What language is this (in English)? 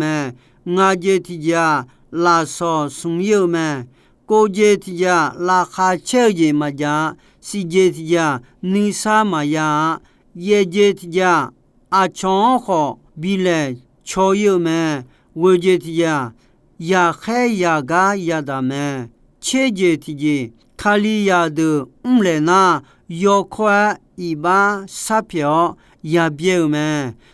Akha